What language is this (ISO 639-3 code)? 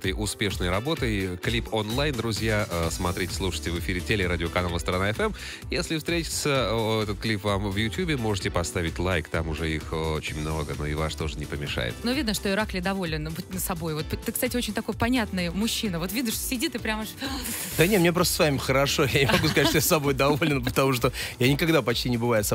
rus